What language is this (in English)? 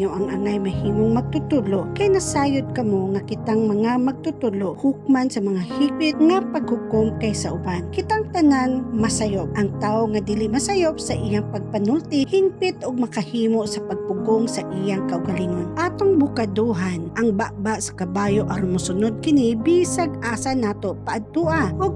Cebuano